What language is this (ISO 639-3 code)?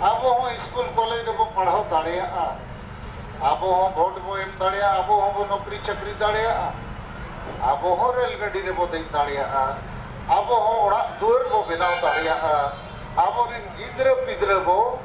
sat